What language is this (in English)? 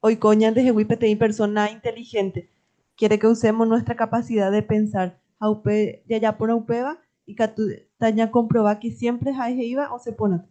Guarani